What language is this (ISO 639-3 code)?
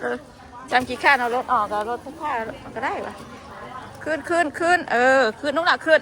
tts